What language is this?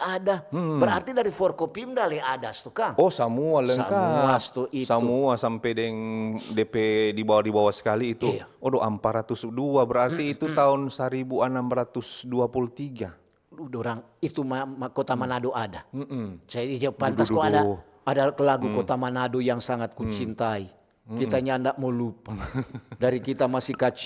Manado Malay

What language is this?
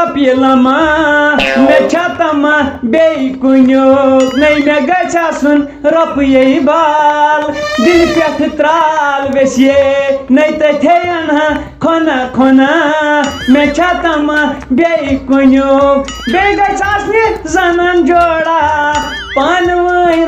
Kashmiri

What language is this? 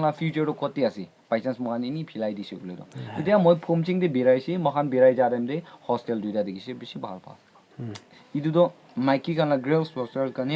Naga Pidgin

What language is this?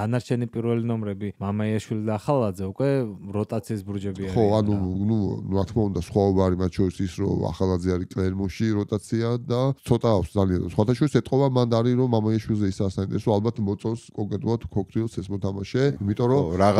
Georgian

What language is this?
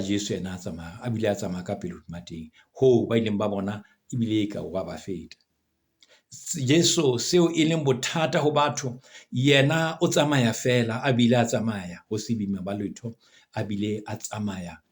Southern Sotho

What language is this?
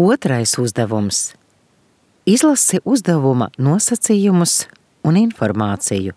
Latvian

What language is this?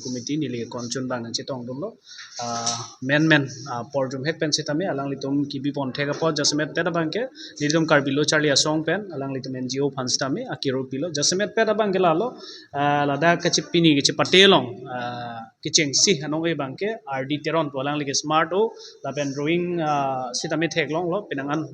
Karbi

